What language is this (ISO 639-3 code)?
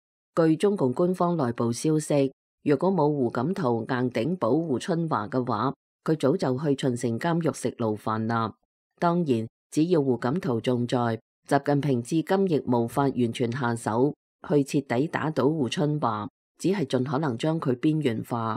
yue